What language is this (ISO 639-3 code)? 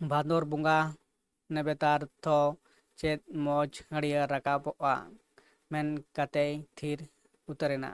sat